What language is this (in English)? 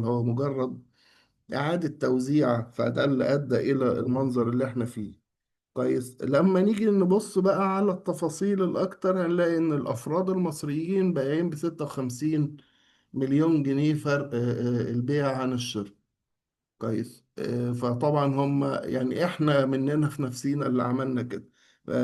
Egyptian Arabic